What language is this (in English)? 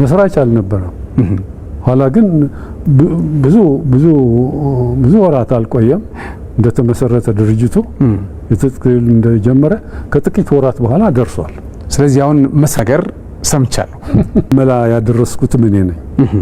Amharic